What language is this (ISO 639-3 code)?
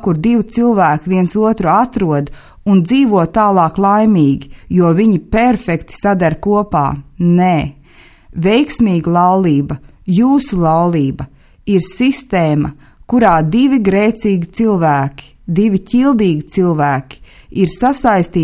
lav